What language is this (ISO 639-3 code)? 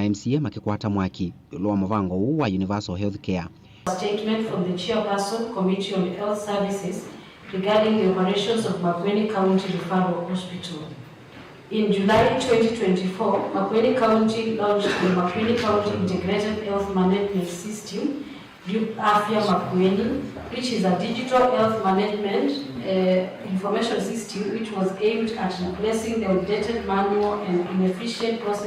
kam